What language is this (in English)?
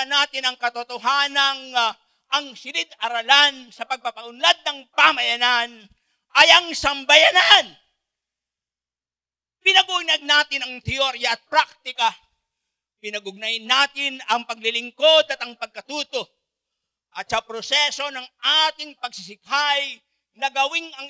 Filipino